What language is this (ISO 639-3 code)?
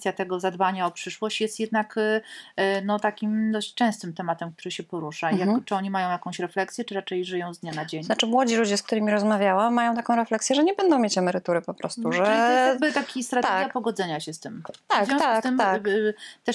pol